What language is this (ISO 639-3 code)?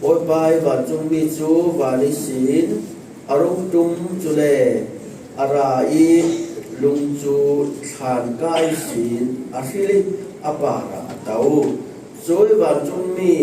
cfm